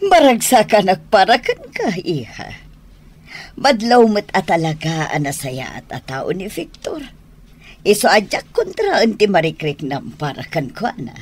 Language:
Iloko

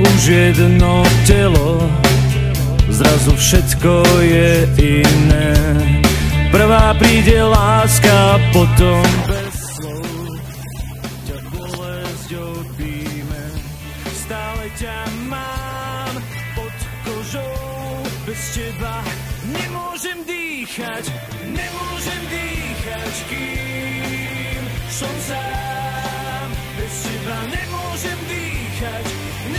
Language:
Slovak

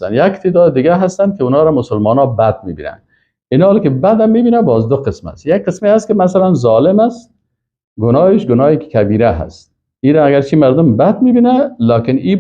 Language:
Persian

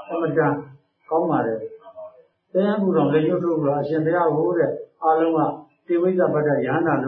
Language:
Burmese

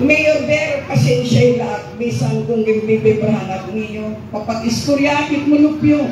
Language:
Waray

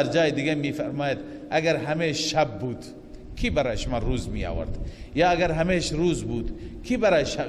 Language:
Persian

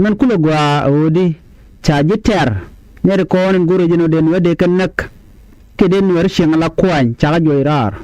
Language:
Nuer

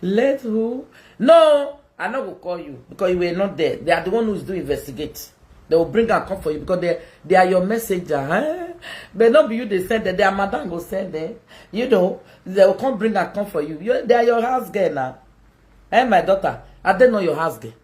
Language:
Nigerian Pidgin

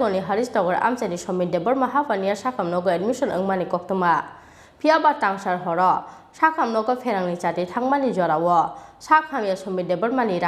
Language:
Kok Borok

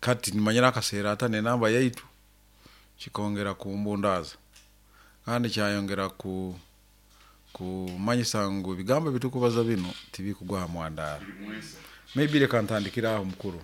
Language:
Nyoro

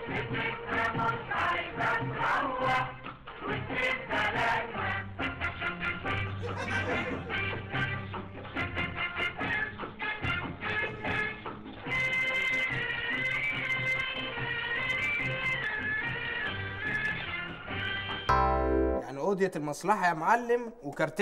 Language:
Egyptian Arabic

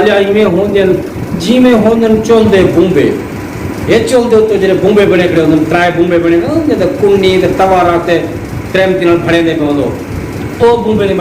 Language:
Saraiki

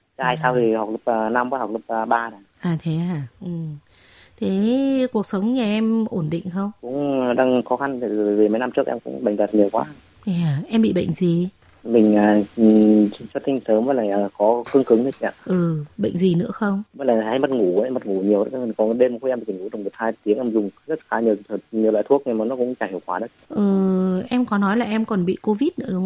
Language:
Vietnamese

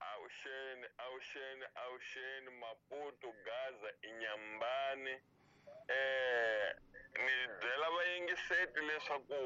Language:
Tsonga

